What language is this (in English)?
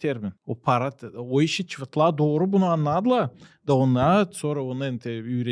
Gagauz